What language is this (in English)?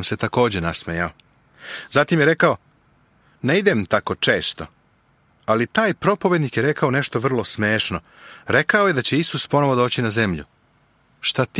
Serbian